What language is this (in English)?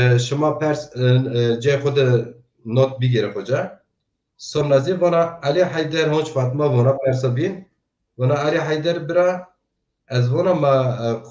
Zaza